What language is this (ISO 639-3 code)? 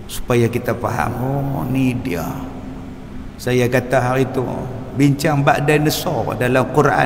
msa